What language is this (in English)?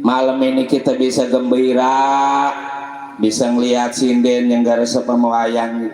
Betawi